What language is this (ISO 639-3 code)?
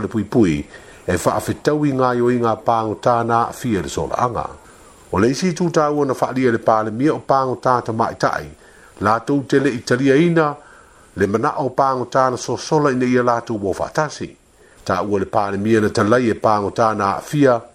smo